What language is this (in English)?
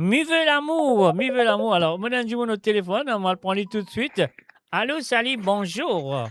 Morisyen